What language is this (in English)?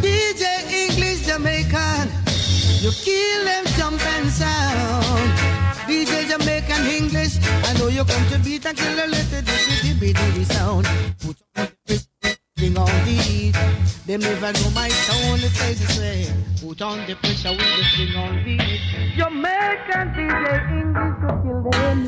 Jamaican Creole English